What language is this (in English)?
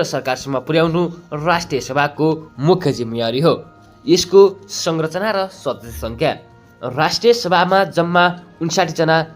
Nepali